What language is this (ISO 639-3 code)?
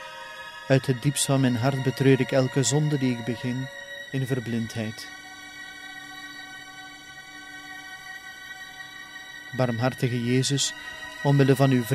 nld